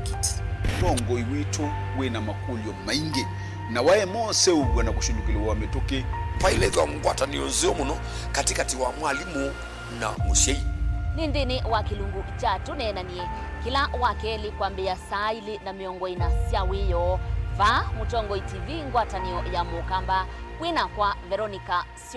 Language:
Kamba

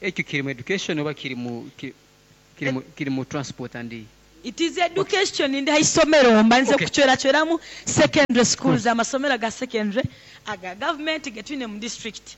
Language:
Nyoro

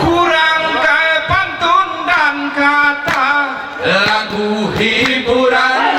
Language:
Gayo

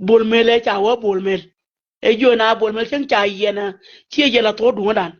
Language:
Nuer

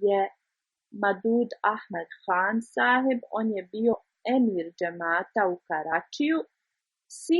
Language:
Bosnian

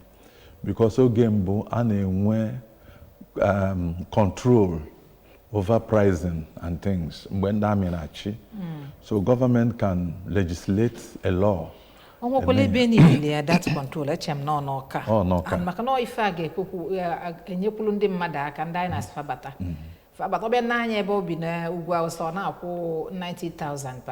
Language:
Igbo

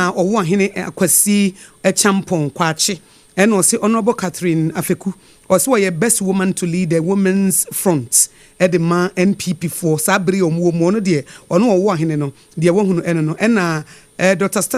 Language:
Akan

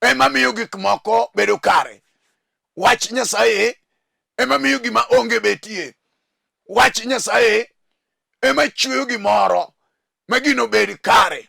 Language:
Luo (Kenya and Tanzania)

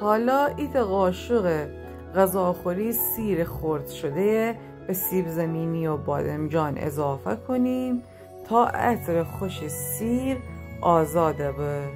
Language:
Gilaki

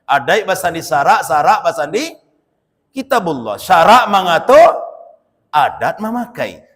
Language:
Minangkabau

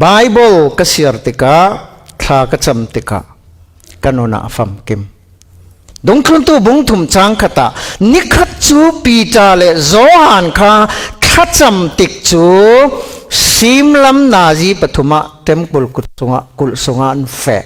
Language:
Falam Chin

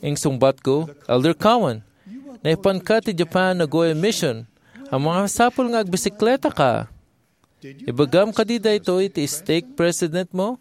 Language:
Iloko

